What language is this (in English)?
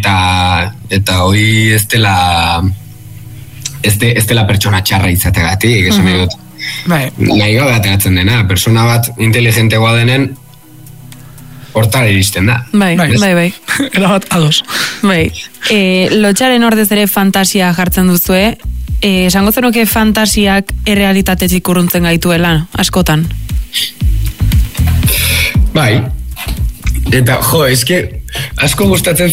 Basque